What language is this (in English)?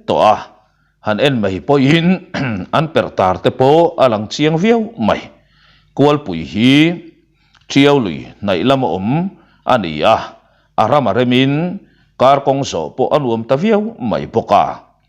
Mizo